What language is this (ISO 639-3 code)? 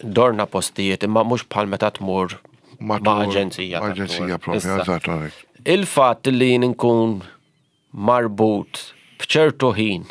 mlt